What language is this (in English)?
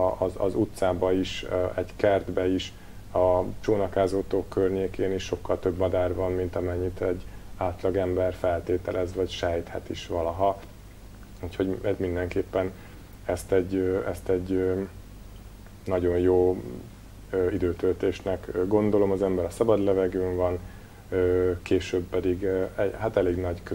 Hungarian